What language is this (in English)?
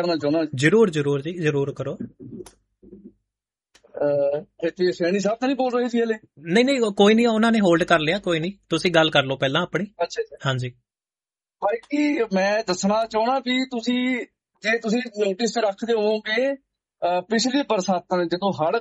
Punjabi